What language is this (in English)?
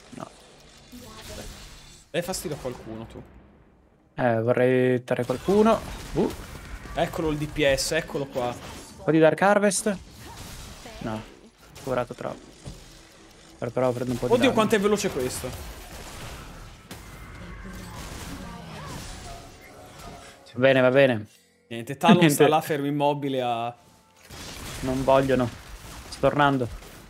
Italian